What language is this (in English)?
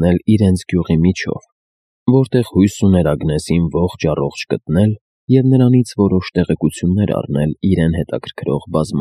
Armenian